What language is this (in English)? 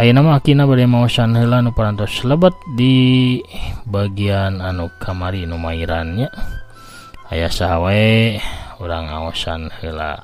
Sundanese